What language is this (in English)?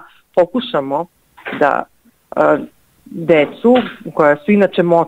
Serbian